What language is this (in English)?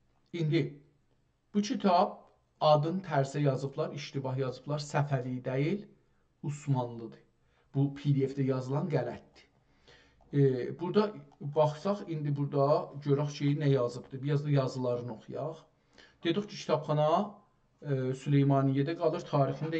South Azerbaijani